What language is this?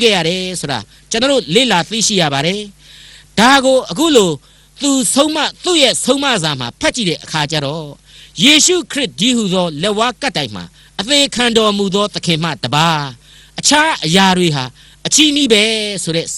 Burmese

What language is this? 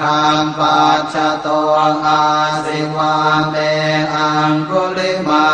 Pali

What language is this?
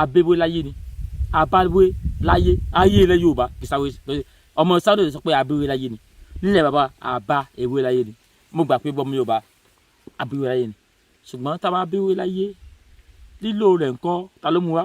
Yoruba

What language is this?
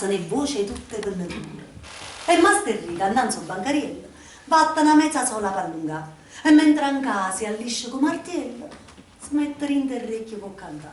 Neapolitan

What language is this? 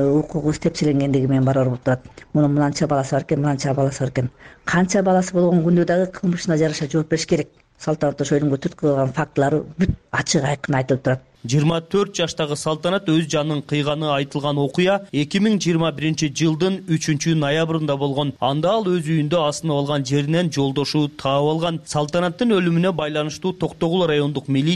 Kyrgyz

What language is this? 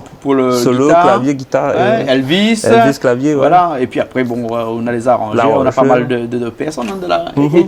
Réunion Creole French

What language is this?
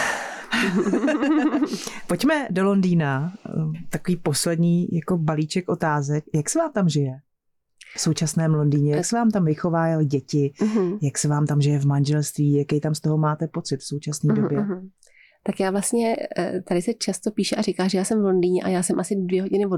Czech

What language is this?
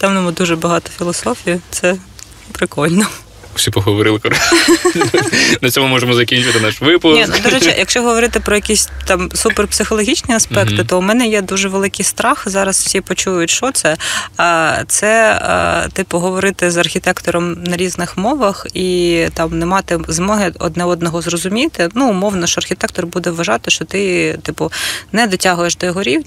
Ukrainian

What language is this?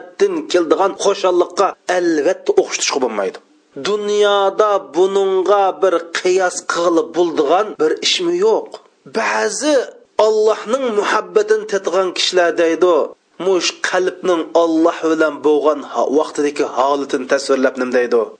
Uyghur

